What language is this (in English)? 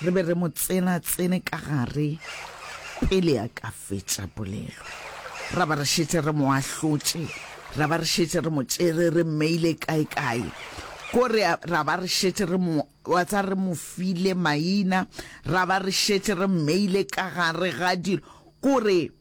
Northern Sotho